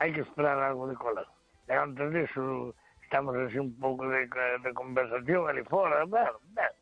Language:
Galician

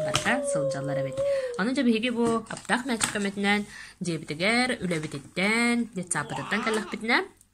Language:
Yakut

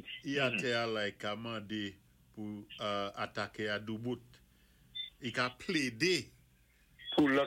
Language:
Saint Lucian Creole French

